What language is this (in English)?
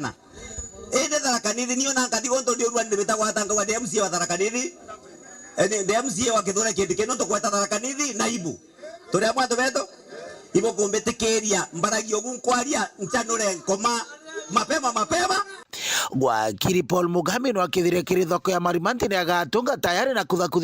Meru